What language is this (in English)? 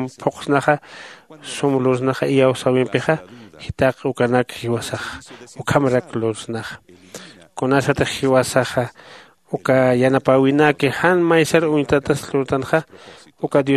Aymara